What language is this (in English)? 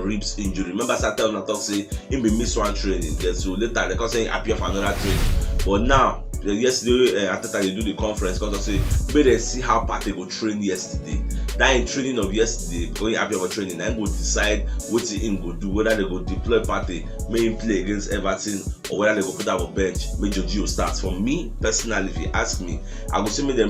Nigerian Pidgin